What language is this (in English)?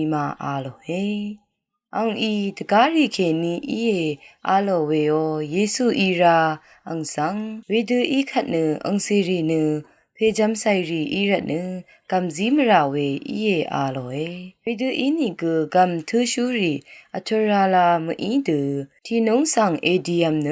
Rawang